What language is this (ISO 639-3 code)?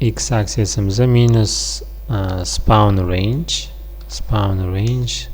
uzb